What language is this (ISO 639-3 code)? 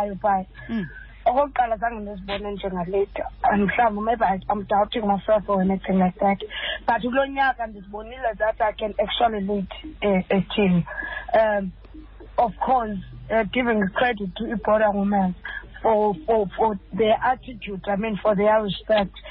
xho